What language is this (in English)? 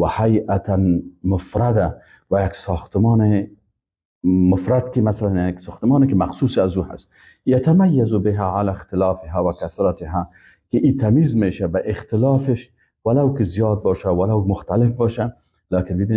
Persian